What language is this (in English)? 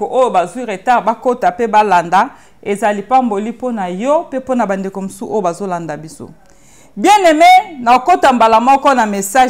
Lingala